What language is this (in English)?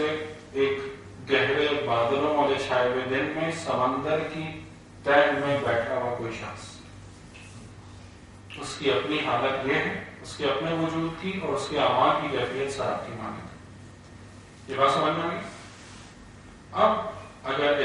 Urdu